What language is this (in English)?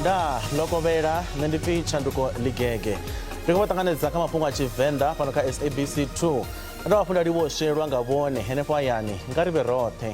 Venda